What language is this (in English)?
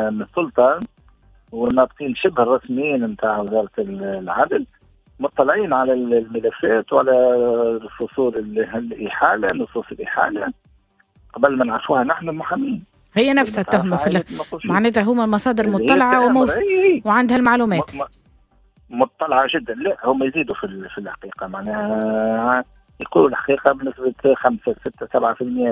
Tunisian Arabic